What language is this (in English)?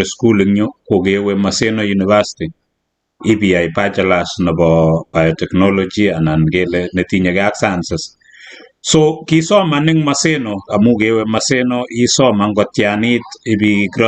Kalenjin